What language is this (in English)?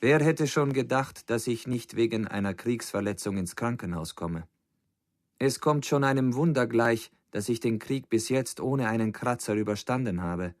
Bavarian